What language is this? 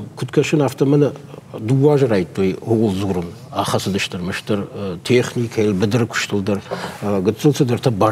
Ossetic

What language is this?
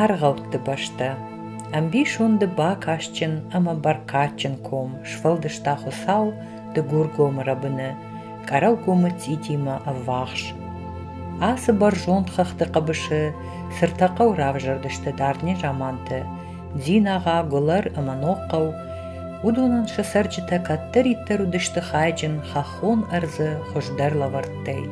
Ossetic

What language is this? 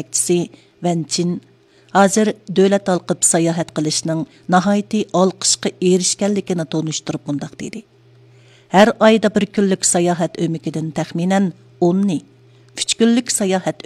Uyghur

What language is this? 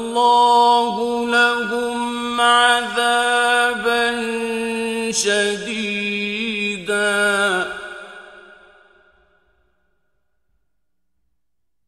Arabic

